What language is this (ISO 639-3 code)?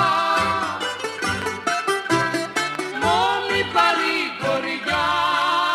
ell